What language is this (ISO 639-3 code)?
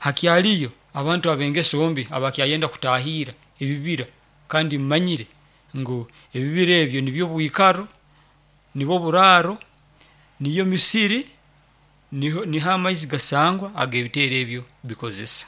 nyo